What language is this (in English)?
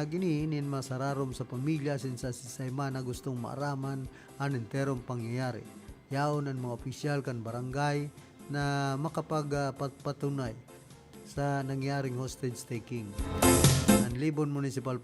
Bikol